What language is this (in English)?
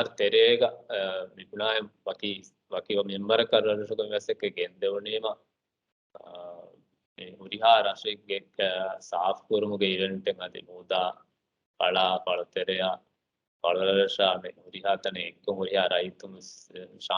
Divehi